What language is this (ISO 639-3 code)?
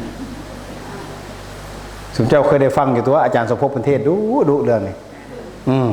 tts